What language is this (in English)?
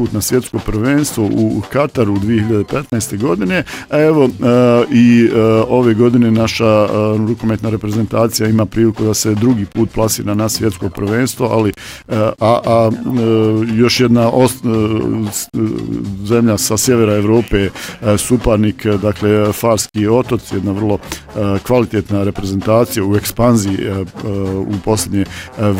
Bosnian